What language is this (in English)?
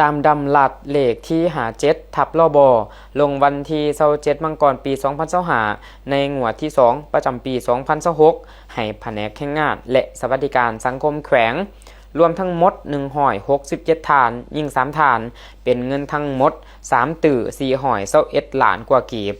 Lao